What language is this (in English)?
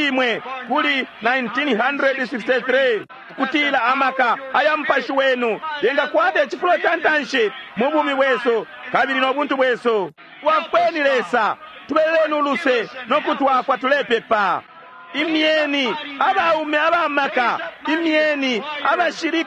Bemba